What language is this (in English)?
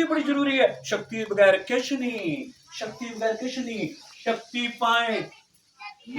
Dogri